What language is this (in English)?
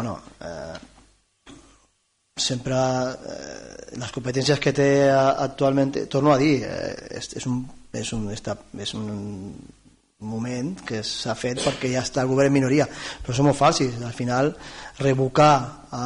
Catalan